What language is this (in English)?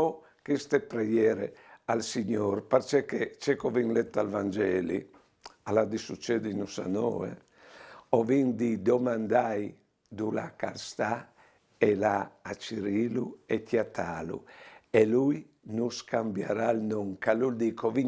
Friulian